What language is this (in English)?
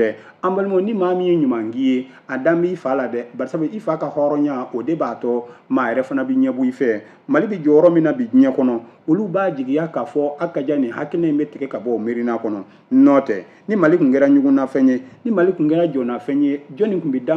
Bambara